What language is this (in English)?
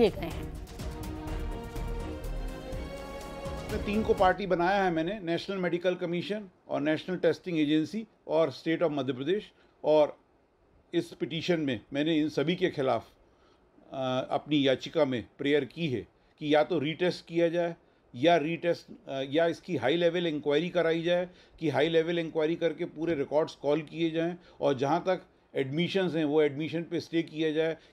Hindi